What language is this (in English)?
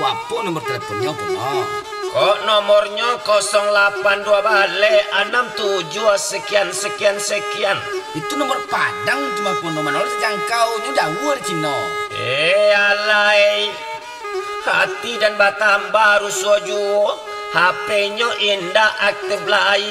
Minangkabau